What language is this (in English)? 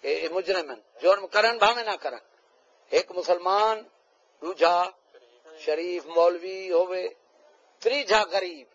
Saraiki